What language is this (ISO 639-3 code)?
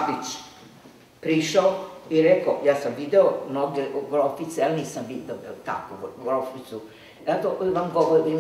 srp